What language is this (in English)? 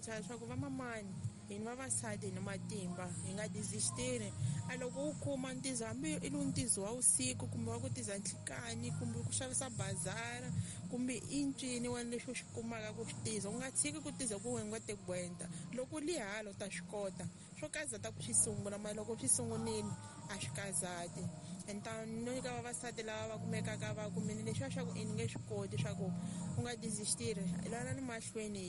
Tsonga